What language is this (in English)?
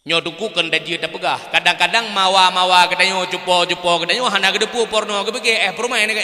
Achinese